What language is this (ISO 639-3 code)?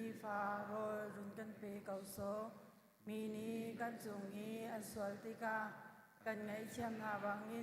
cnh